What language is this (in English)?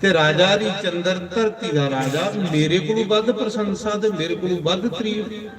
Dogri